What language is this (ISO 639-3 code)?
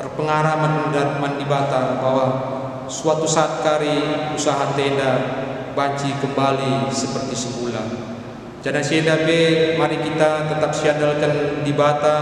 btx